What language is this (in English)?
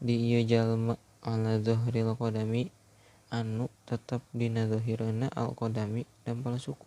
Sundanese